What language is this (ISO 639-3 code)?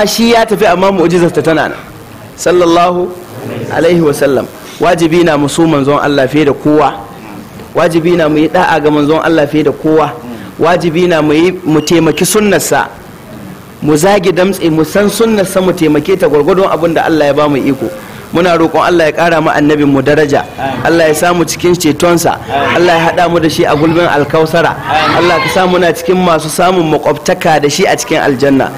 hau